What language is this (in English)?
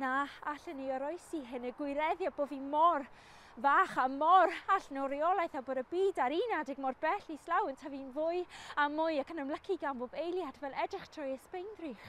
Welsh